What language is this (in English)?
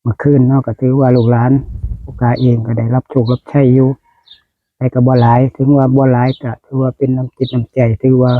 Northeastern Thai